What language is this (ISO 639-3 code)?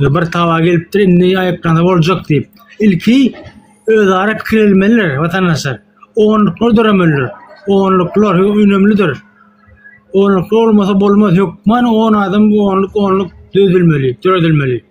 tuk